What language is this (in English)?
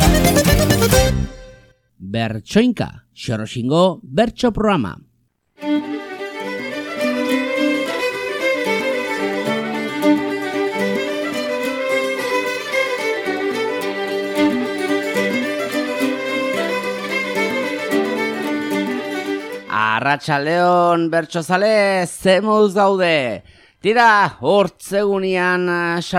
Basque